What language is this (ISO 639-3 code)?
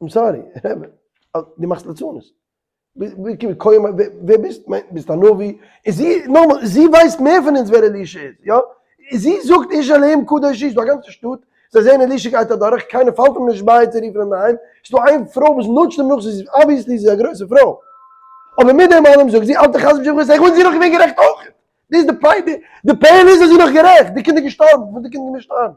yid